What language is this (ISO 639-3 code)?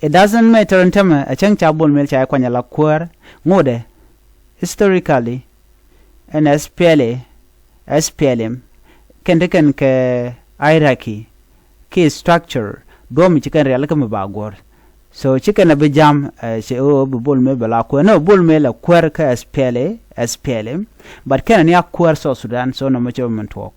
nus